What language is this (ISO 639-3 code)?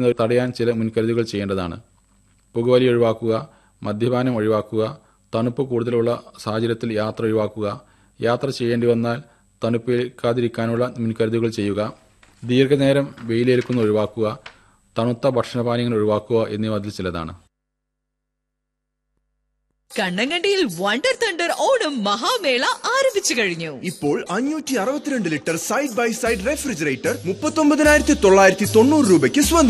mal